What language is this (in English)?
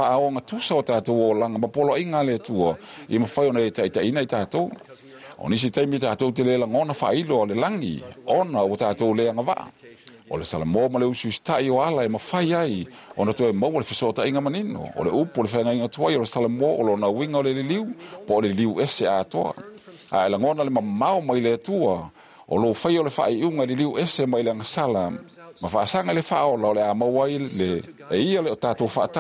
Samoan